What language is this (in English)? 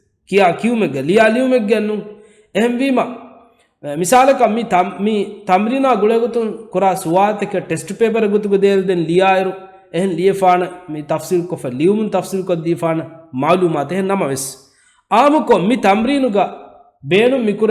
Divehi